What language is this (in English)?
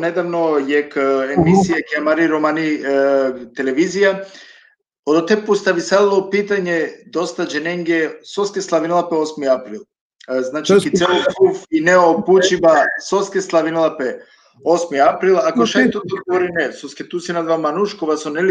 Balkan Romani